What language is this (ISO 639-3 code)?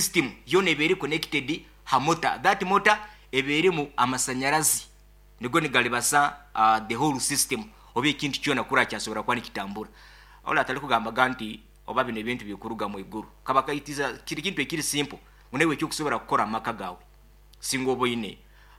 nyo